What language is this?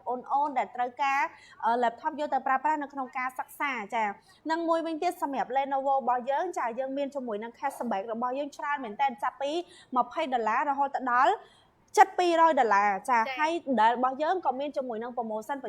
Khmer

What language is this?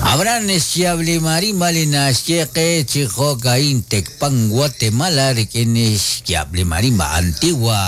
Kekchí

